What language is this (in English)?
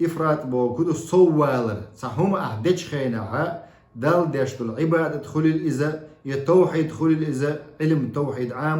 Chechen